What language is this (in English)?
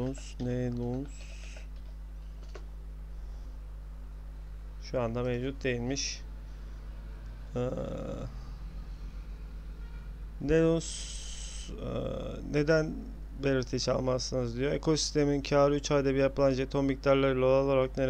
Turkish